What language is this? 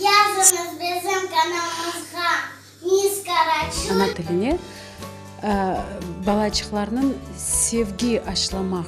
Crimean Tatar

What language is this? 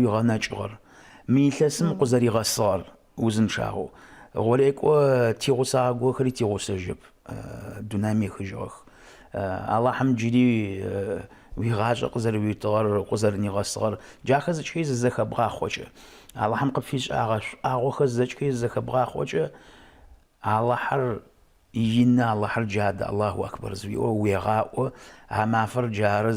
Adyghe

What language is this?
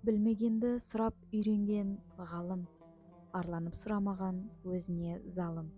Kazakh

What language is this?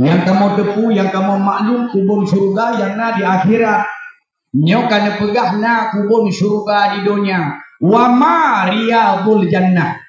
Achinese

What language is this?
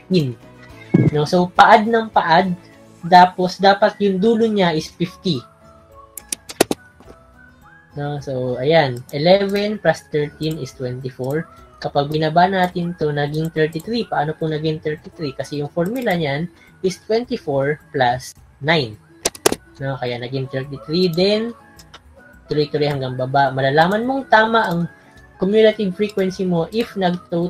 Filipino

